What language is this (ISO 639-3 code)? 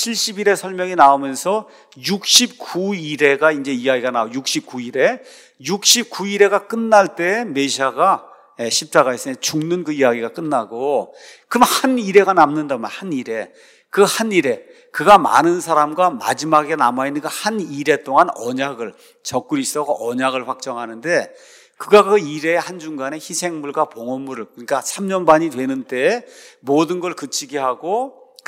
kor